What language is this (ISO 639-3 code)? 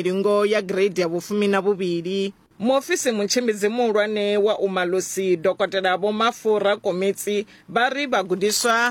ven